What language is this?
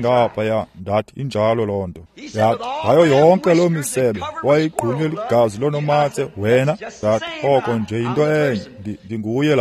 Xhosa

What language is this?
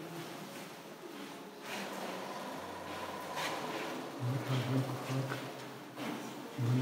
German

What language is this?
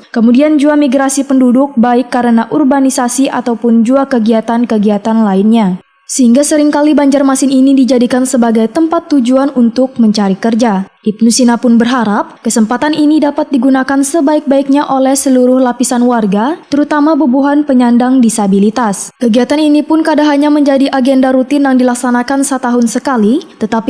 Banjar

